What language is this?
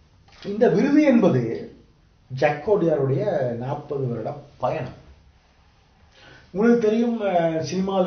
Tamil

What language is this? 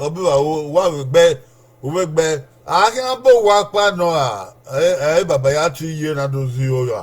Bini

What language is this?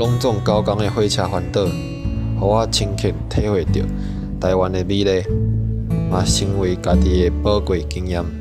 Min Nan Chinese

